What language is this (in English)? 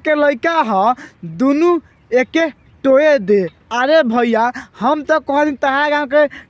Bhojpuri